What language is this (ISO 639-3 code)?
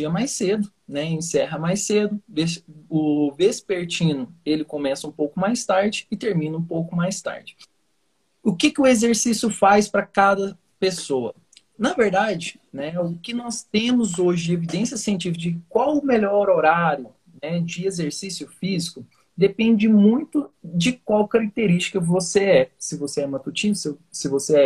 por